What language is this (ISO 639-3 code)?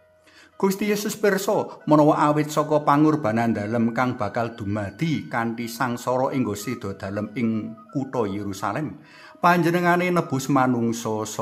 jav